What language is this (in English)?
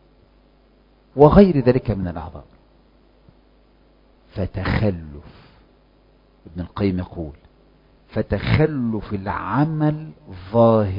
Arabic